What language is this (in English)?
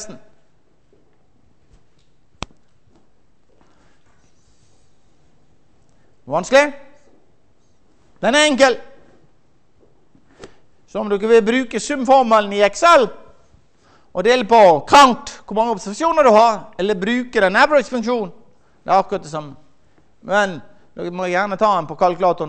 Norwegian